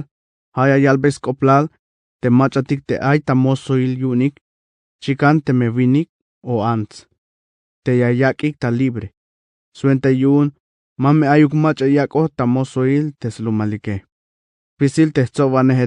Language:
Tzeltal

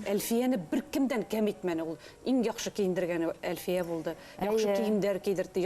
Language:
Bashkir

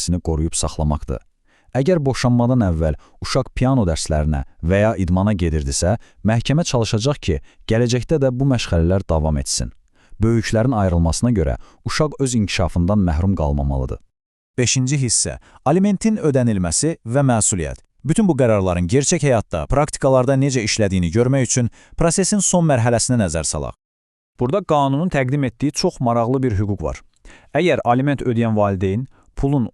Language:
Azerbaijani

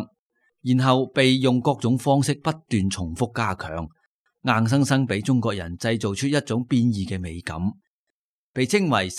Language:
Cantonese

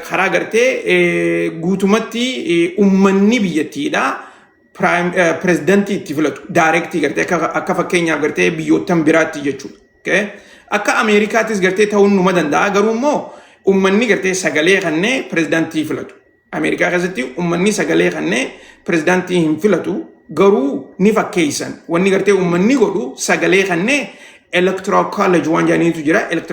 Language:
Oromo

